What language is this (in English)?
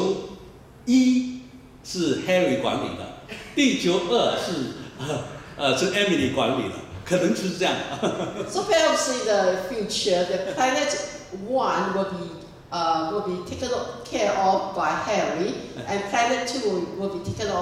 Chinese